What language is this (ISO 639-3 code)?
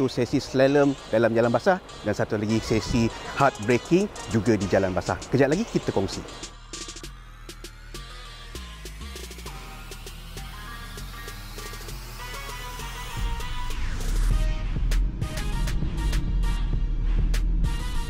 msa